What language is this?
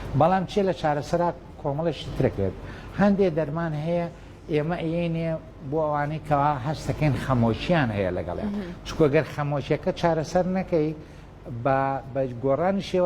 Central Kurdish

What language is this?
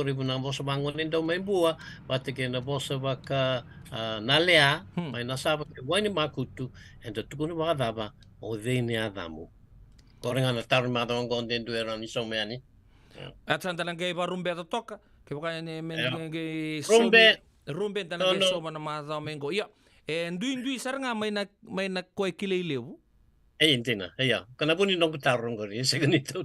Fijian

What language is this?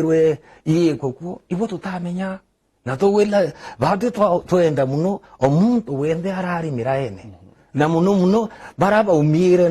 Meru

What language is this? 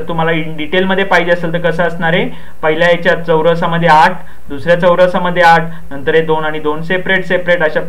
Marathi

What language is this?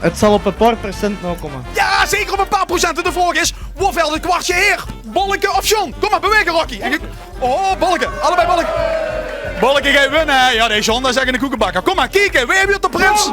Limburgish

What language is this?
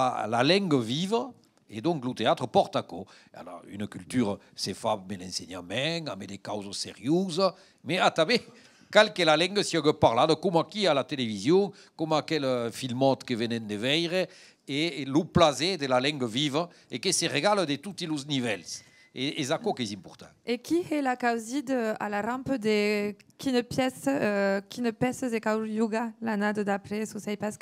Occitan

